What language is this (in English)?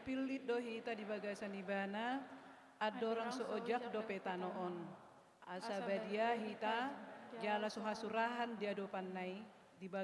Batak Toba